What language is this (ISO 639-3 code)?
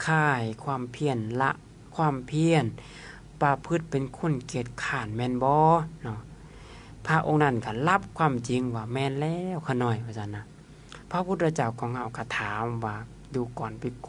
lao